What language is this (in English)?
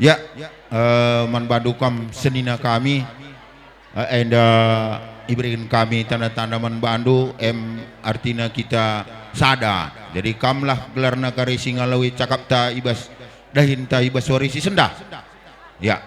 Batak Karo